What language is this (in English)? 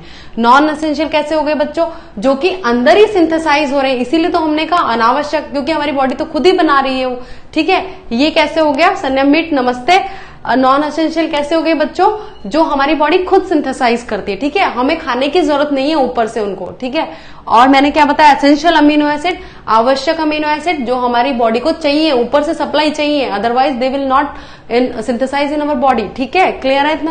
Hindi